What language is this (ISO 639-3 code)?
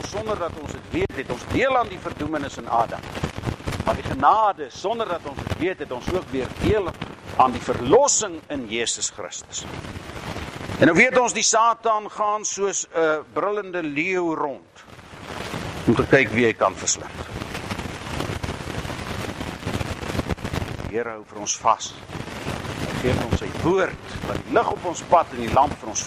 afr